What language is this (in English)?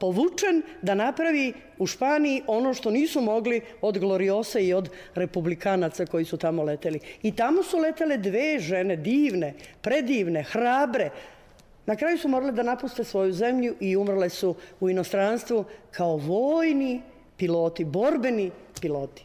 Serbian